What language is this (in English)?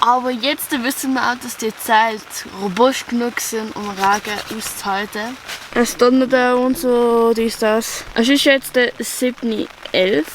Swiss German